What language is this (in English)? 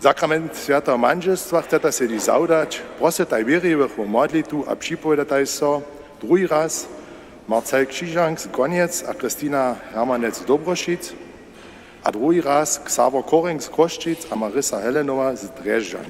Upper Sorbian